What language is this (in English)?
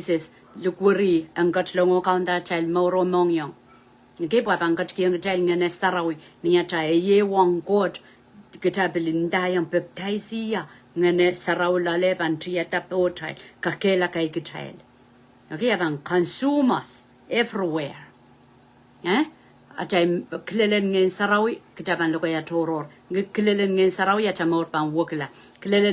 Pohnpeian